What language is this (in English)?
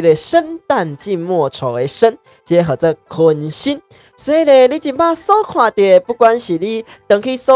Min Nan Chinese